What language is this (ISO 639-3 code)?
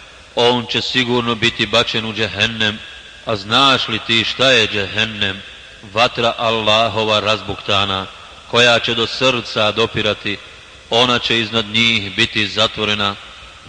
bos